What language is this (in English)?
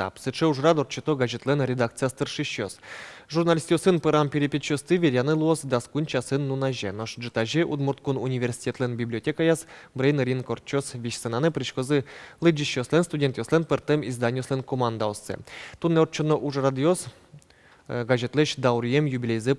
Udmurt